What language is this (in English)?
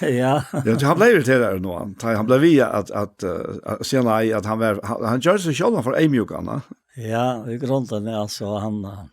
Faroese